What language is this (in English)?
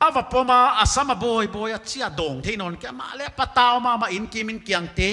Paite Chin